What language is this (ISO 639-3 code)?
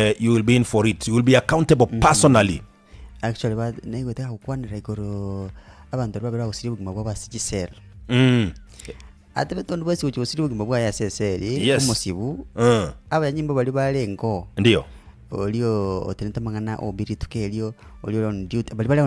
guz